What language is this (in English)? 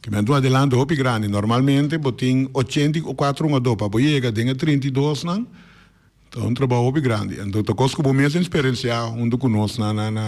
Papiamento